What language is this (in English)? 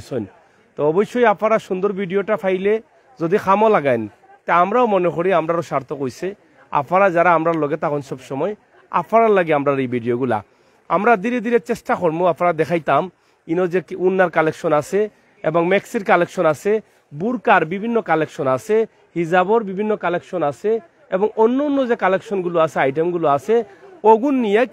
Sylheti